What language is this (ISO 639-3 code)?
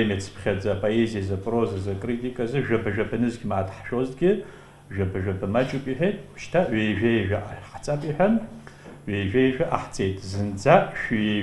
abk